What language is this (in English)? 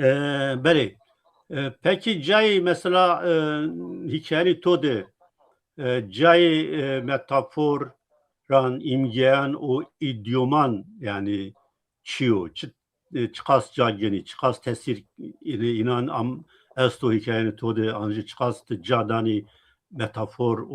Zaza